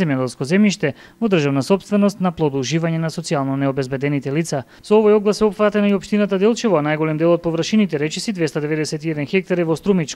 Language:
Macedonian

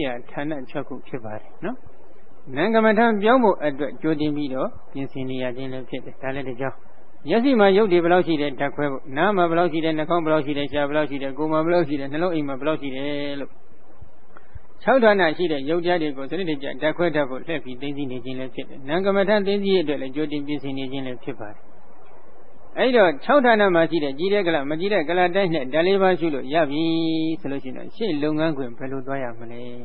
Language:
Burmese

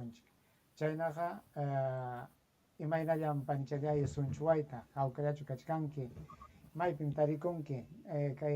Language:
Ayacucho Quechua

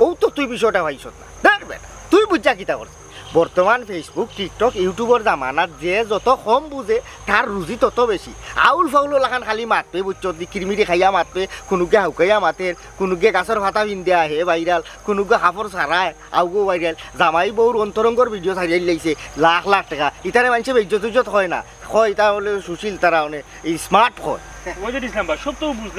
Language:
Sylheti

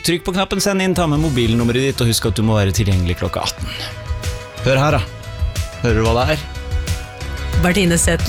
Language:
Norwegian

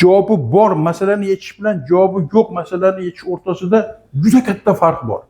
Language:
Uzbek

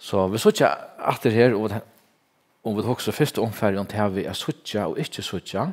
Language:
Faroese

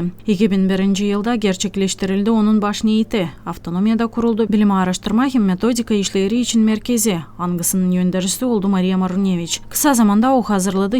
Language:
Gagauz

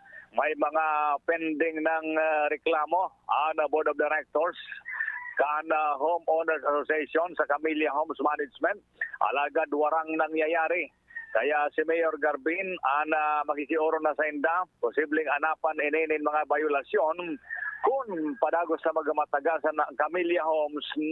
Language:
Bikol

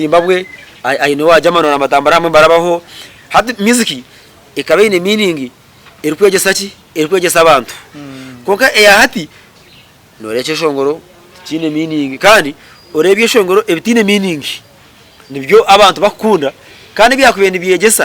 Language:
Nyankole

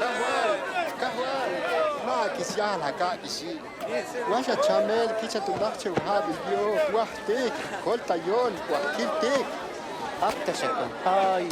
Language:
Tojolabal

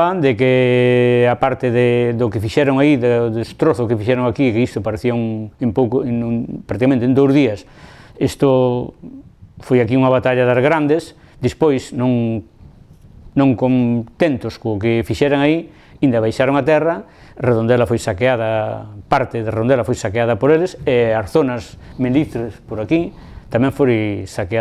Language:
Galician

